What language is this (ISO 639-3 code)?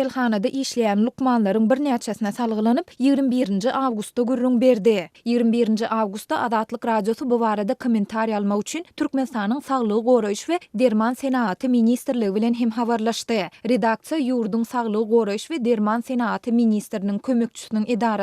tuk